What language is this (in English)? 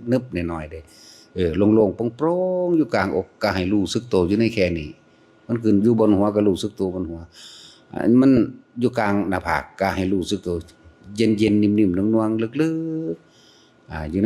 Northeastern Thai